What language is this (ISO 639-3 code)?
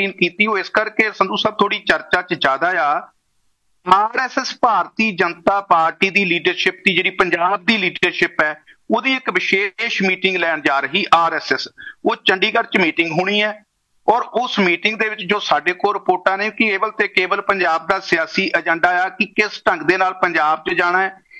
pan